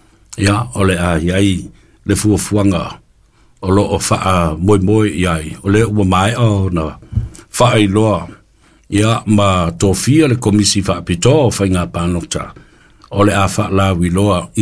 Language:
Samoan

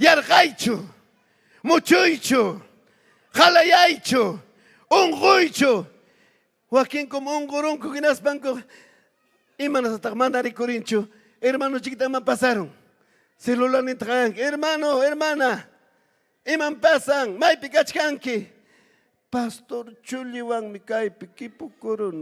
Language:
Ayacucho Quechua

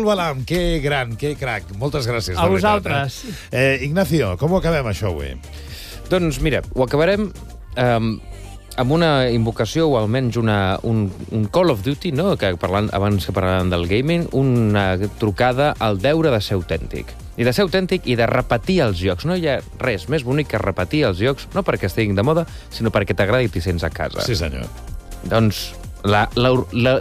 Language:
Catalan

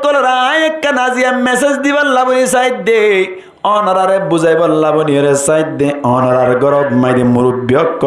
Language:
Rohingya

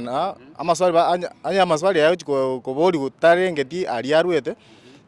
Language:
Gusii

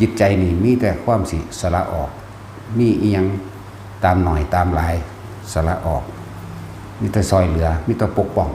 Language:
Northeastern Thai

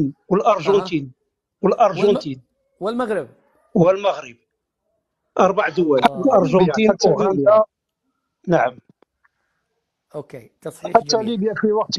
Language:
Arabic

